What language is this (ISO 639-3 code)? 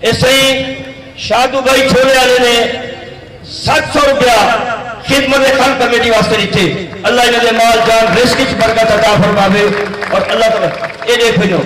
skr